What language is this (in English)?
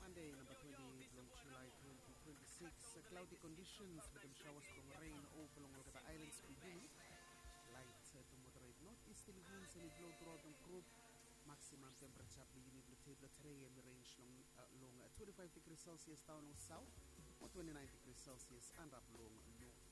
Bislama